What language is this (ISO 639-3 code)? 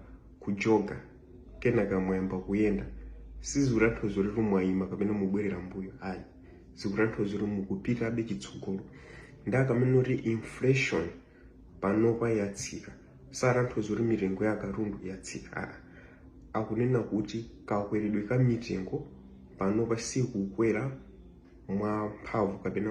nya